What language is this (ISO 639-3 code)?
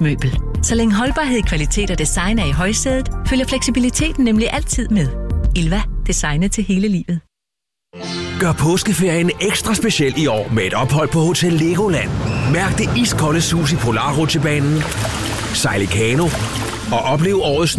dan